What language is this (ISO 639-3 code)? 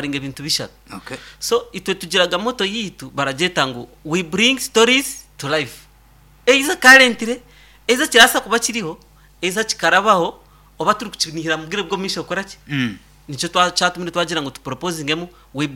nyn